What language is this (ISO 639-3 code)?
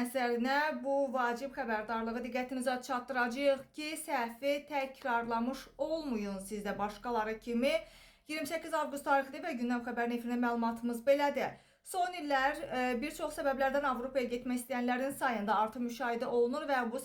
aze